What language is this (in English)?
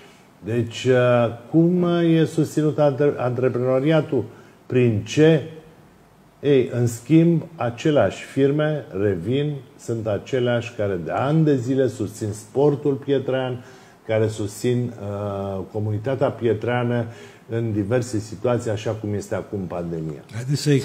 Romanian